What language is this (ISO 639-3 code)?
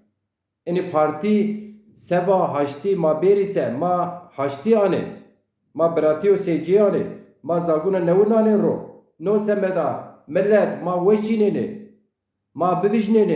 zza